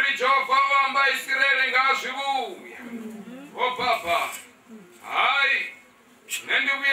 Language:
Venda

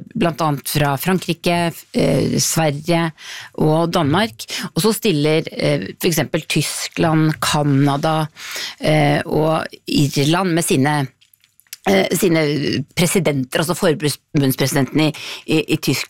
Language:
Norwegian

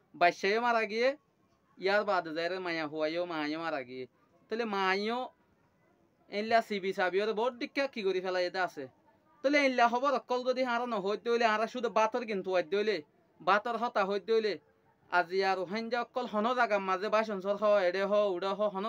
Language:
Rohingya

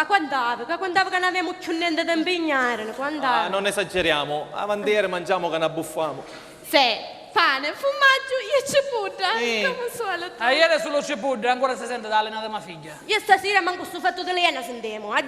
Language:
Sicilian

